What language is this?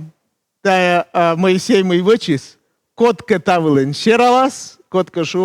Komi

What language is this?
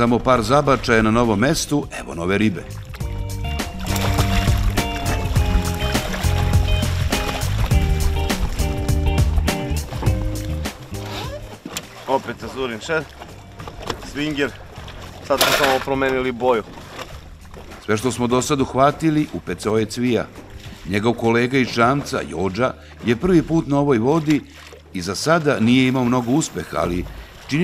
Serbian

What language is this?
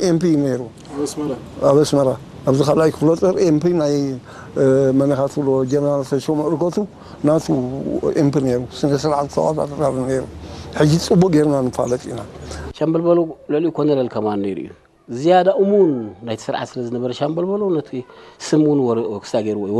Tigrinya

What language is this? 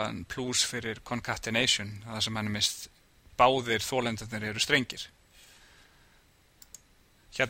Icelandic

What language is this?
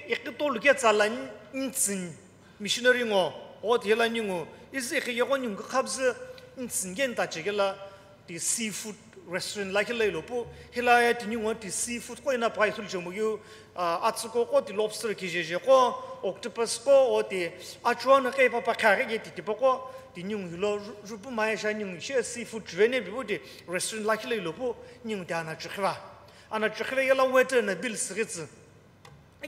Sumi Naga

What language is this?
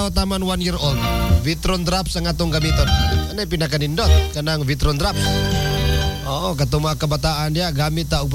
Cebuano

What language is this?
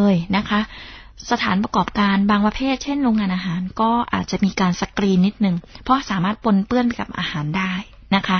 Thai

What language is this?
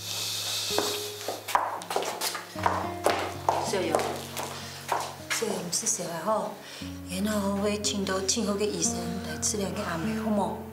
Hakka Chinese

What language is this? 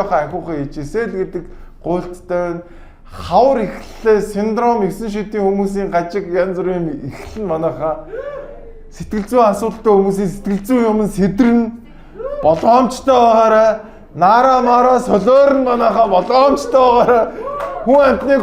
Mongolian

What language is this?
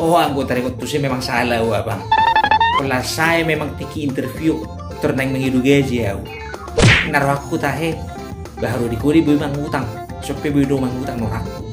Batak Toba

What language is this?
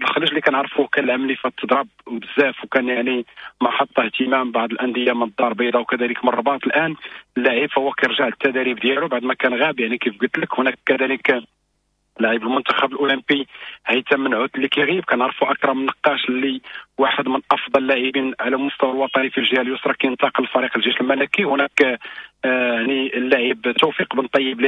Moroccan Arabic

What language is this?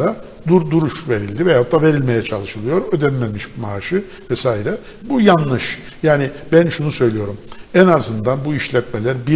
Turkish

